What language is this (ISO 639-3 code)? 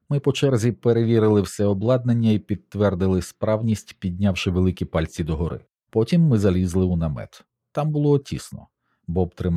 ukr